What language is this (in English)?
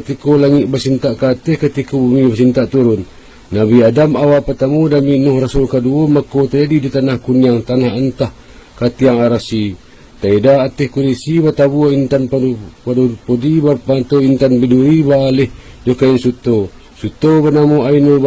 Minangkabau